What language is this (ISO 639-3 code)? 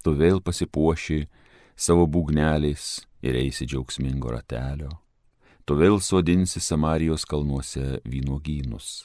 lit